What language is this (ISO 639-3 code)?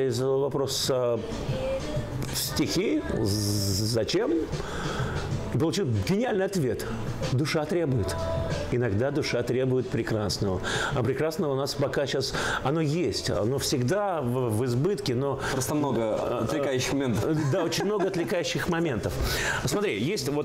rus